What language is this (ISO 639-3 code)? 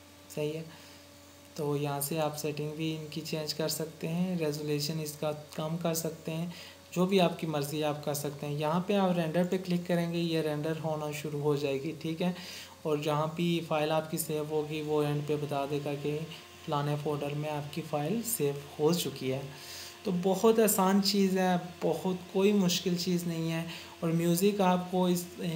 hin